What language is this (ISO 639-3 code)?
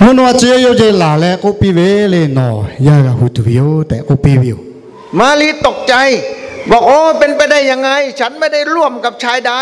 lhu